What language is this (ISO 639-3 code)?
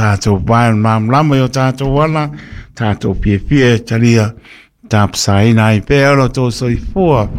smo